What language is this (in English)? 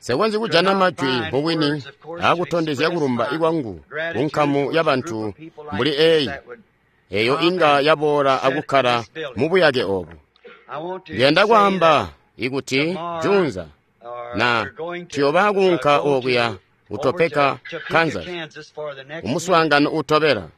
Tonga (Zambia)